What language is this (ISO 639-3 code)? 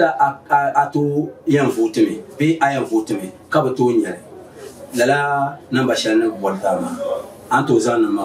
dag